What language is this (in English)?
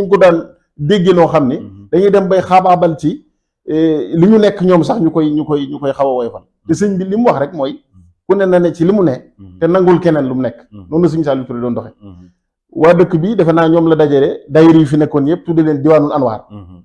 Wolof